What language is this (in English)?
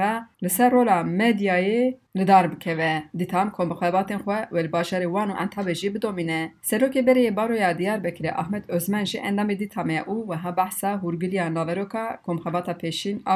Kurdish